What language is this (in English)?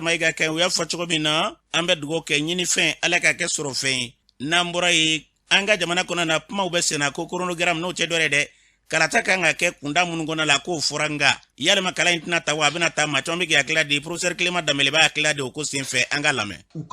Bambara